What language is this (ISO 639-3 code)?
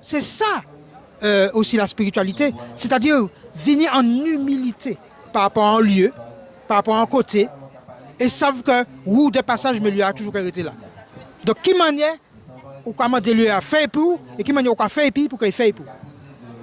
gcf